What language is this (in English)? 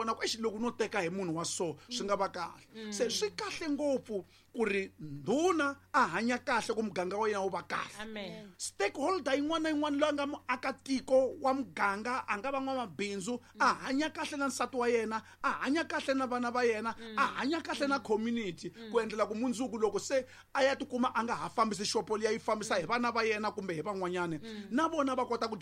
Tsonga